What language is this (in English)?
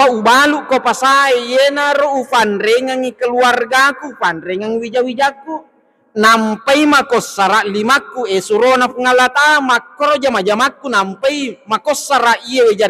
Buginese